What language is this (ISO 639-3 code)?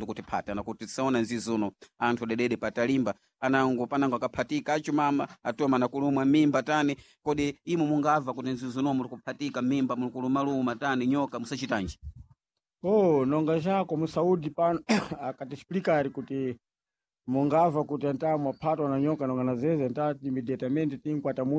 seh